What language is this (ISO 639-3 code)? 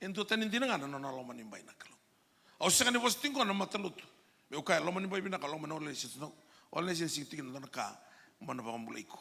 fij